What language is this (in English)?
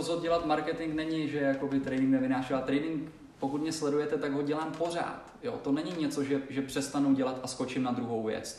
Czech